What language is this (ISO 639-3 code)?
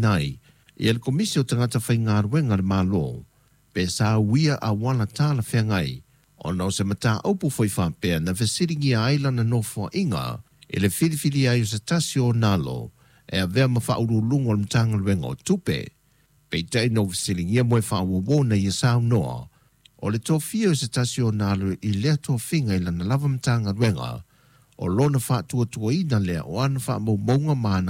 smo